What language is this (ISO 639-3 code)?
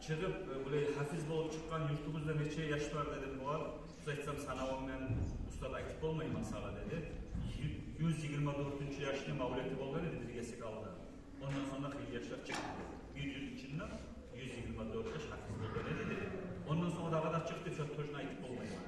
kum